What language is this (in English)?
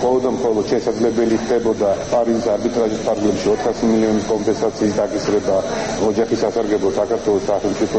Georgian